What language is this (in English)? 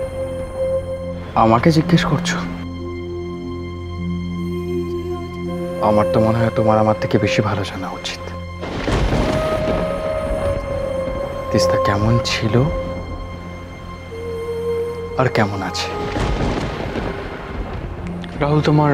Bangla